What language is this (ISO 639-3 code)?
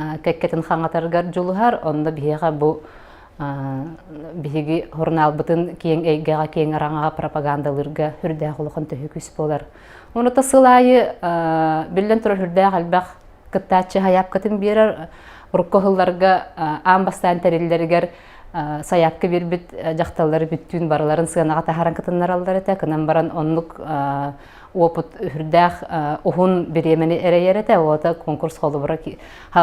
sah